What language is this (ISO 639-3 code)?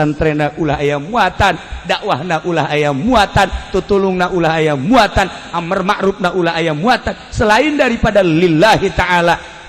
sun